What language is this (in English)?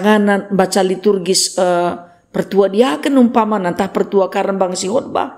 Batak Karo